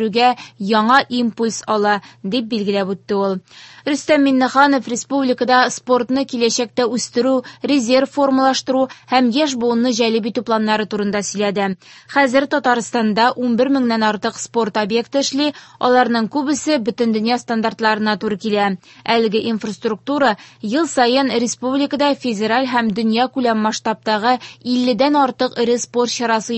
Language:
Tatar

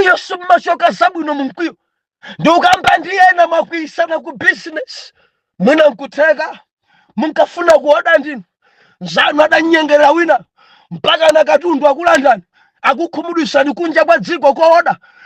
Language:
Nyanja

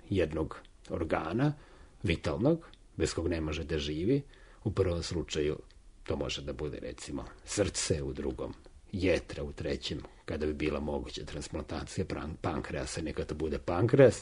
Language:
Serbian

